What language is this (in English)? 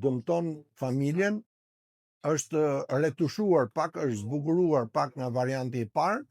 Albanian